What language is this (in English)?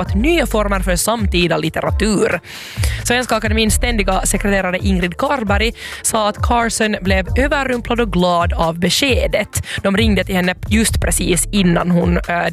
Swedish